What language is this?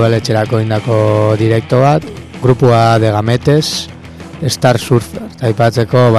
Basque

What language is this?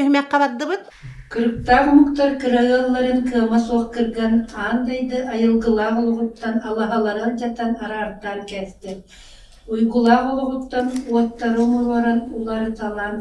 Yakut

